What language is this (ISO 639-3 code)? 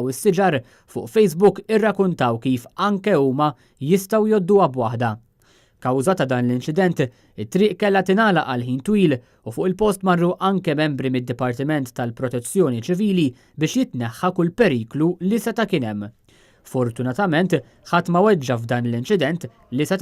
mlt